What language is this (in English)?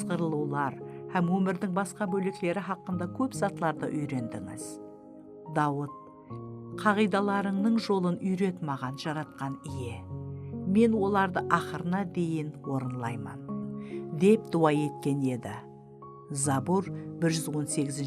Kara-Kalpak